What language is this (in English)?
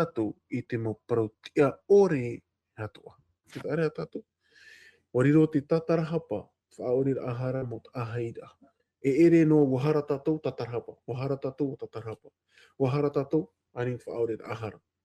Tahitian